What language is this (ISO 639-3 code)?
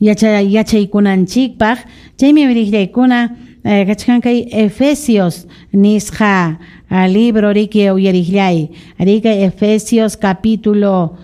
quy